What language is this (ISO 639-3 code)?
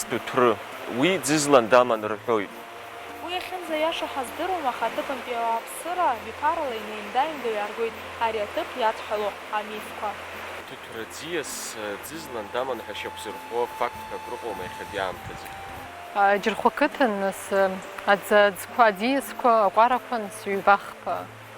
abk